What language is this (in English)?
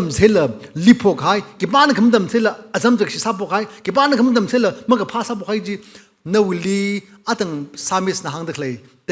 Tangkhul Naga (India)